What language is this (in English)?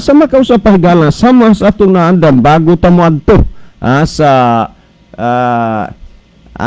Cebuano